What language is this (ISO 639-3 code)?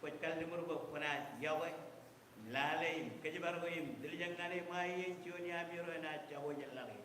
mah